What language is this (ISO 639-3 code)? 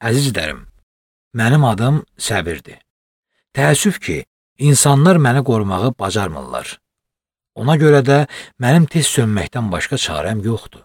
aze